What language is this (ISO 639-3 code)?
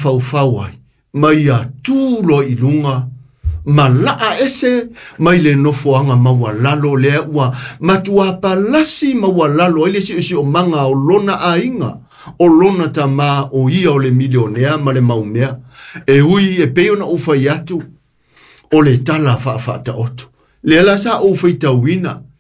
smo